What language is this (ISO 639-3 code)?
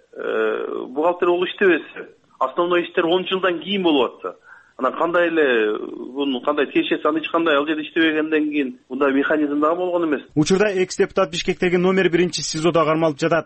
kir